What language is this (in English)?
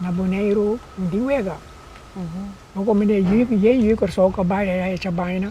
Papiamento